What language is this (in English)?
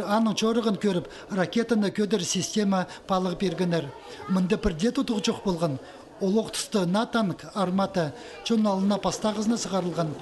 Khakas